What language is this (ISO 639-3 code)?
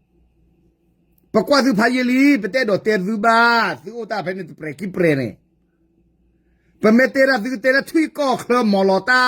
ksw